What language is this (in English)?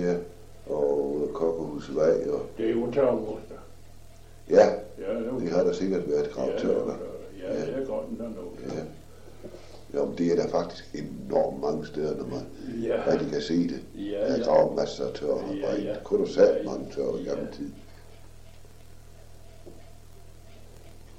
Danish